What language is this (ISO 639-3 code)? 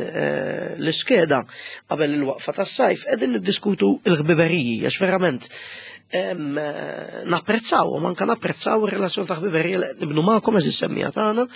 mlt